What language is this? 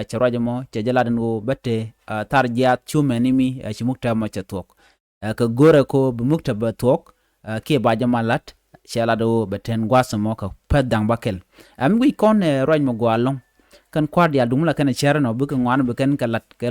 Nuer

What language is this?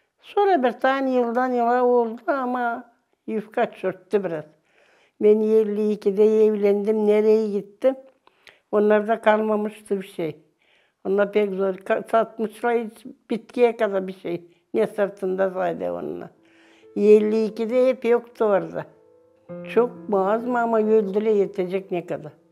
Gagauz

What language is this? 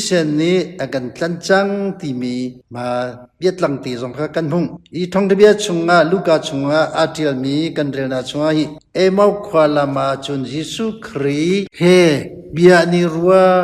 Hakha Chin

